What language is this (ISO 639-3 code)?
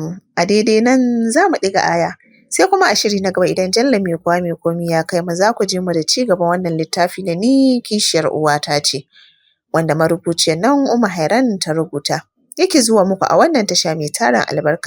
hau